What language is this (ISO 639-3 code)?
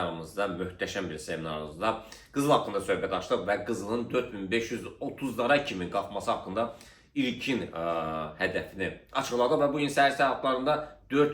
aze